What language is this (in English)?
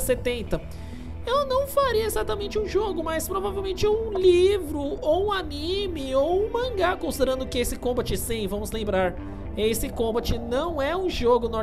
Portuguese